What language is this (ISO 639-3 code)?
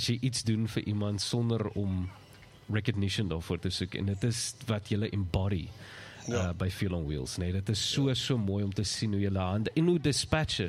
afr